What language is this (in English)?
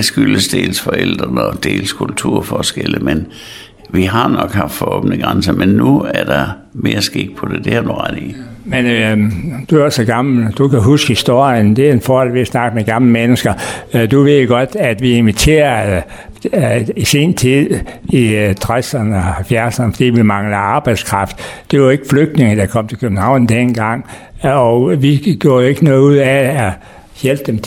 Danish